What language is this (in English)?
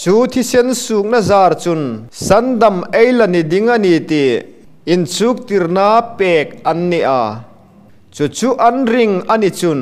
Hmar